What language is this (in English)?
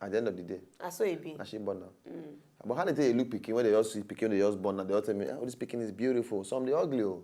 Nigerian Pidgin